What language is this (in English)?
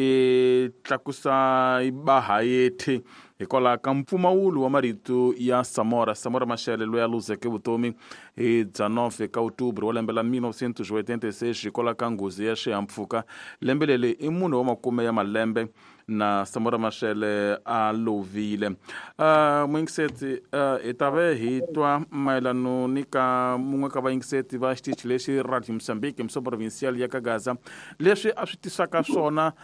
Tsonga